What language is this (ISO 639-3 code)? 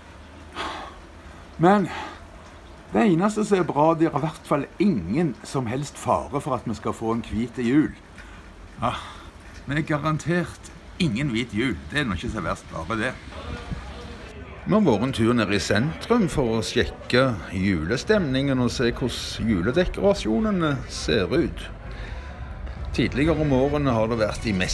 nor